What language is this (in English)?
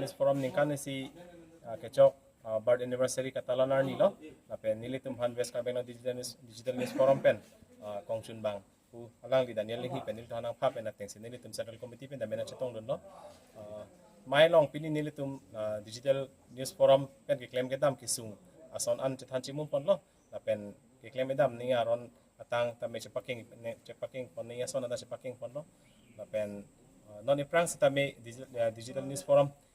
Karbi